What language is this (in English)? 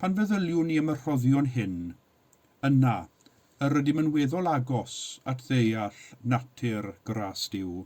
Welsh